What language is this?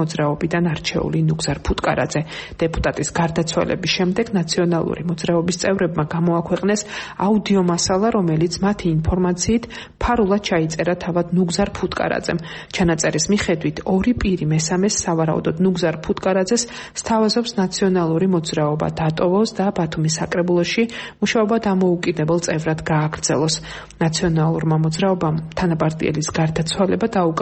Georgian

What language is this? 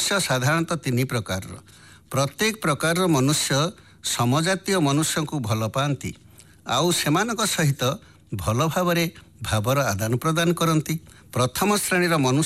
Odia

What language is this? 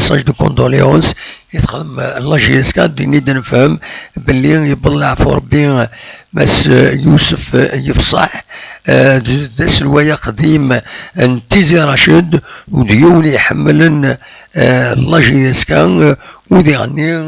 Kabyle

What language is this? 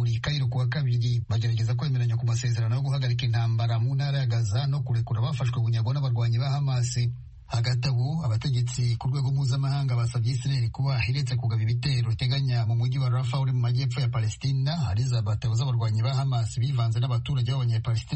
Kinyarwanda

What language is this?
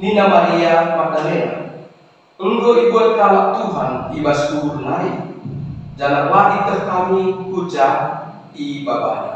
Batak Karo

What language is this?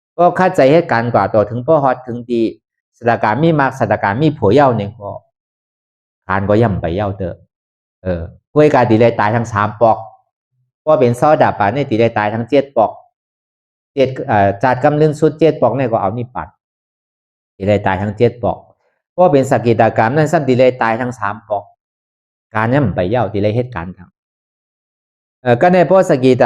Shan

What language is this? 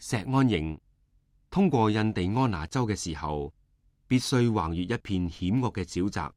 Cantonese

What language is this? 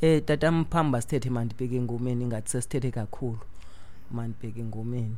Xhosa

